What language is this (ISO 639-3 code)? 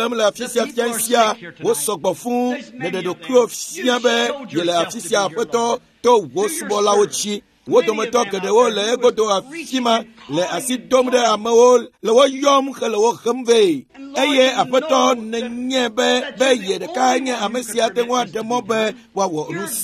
ewe